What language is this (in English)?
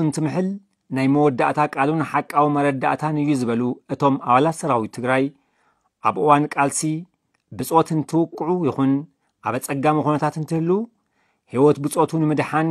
Tigrinya